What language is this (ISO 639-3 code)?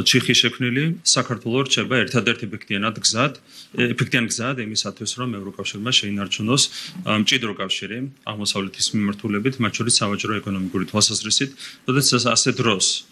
kat